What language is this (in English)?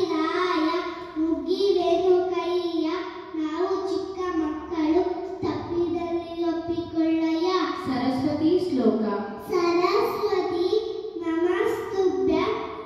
Kannada